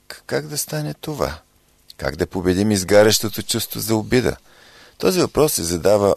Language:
Bulgarian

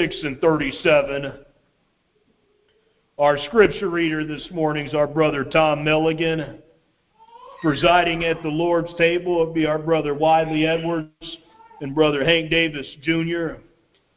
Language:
English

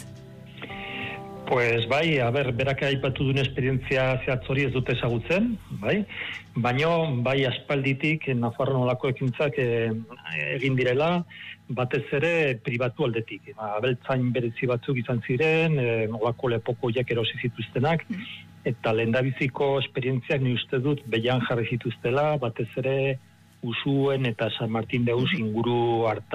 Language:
Basque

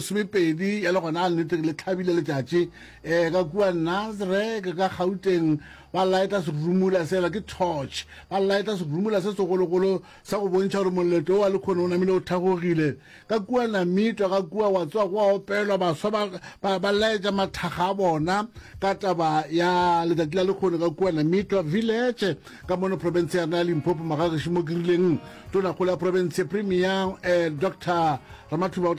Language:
Northern Sotho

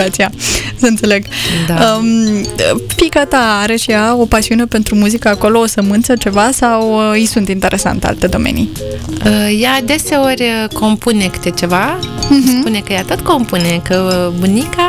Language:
Romanian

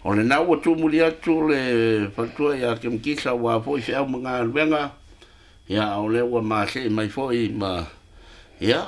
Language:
Samoan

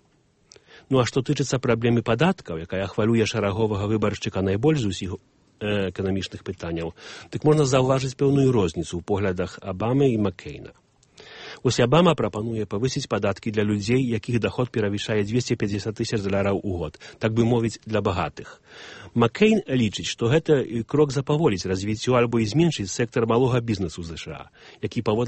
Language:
Belarusian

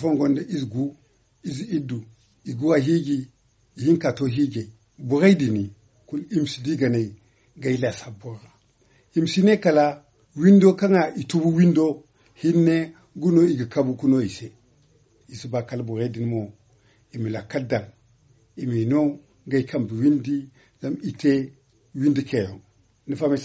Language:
Zarma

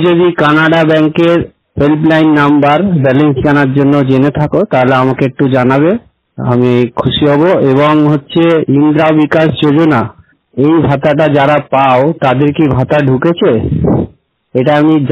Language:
Bangla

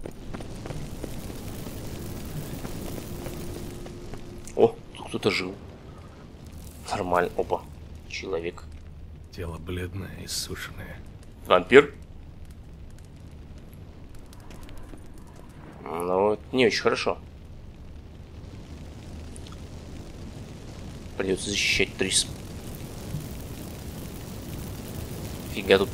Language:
Russian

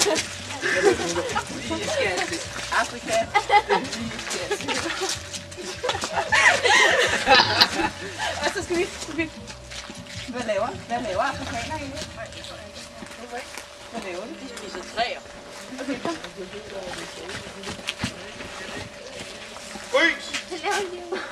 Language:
Danish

